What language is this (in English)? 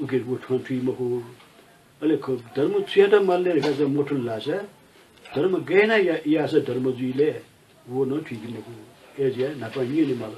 Newari